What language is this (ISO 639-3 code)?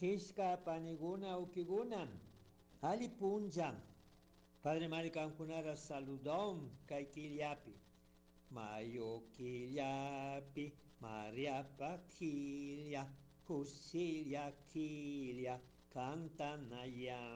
qug